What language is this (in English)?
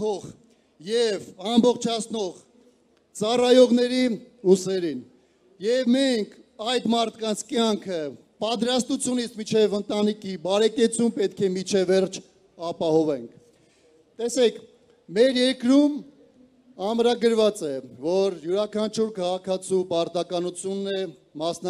Armenian